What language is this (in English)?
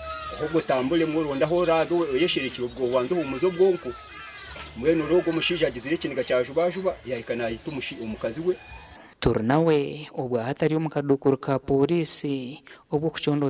Nyankole